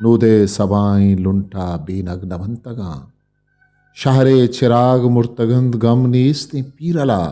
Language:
Eastern Balochi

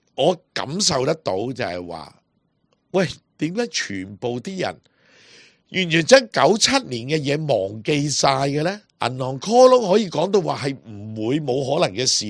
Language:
Cantonese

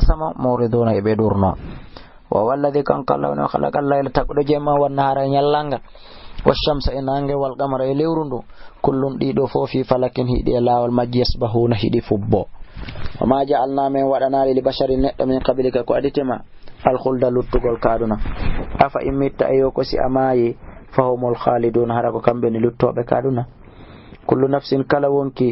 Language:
Fula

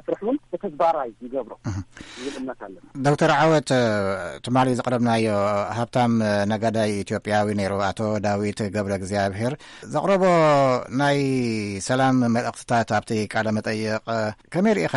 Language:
Tigrinya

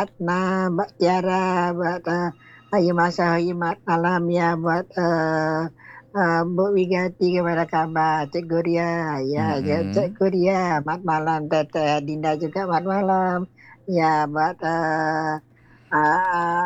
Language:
Indonesian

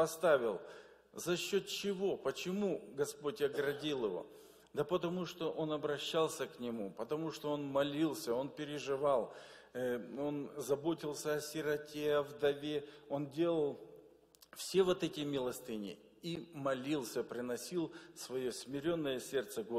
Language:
Russian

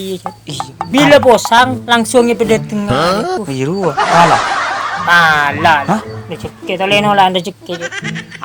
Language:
Madurese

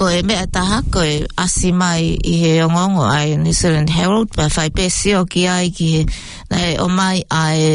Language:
Tongan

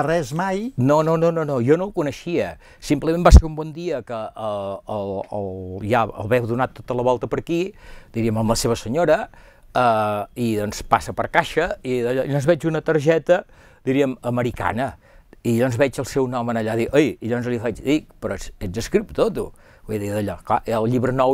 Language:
Catalan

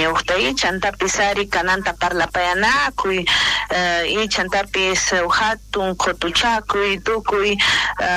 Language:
South Bolivian Quechua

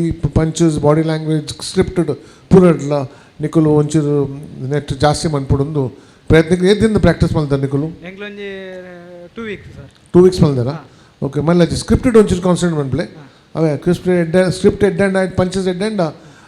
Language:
Tulu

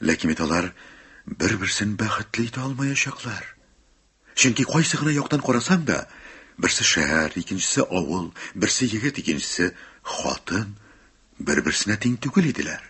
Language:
Tatar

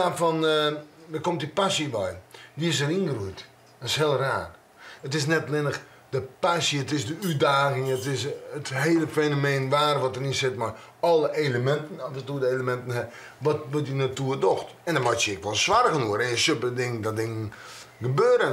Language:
Western Frisian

